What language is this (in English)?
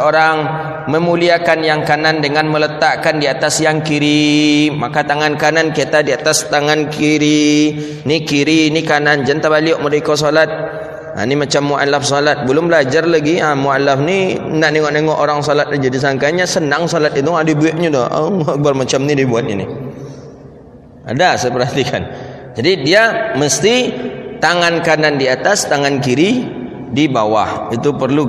Malay